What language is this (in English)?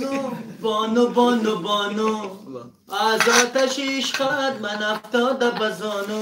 Tajik